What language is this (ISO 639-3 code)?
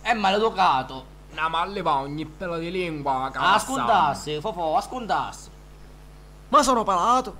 scn